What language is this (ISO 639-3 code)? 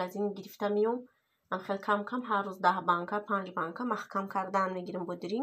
tgk